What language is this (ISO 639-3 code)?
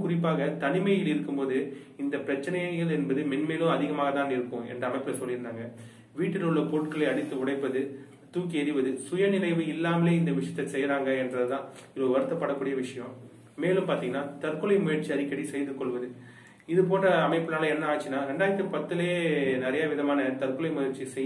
tam